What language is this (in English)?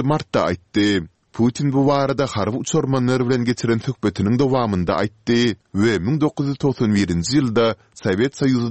Turkmen